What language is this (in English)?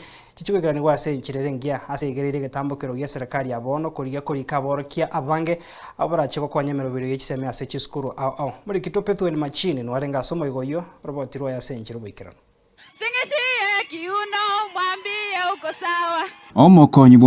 Gusii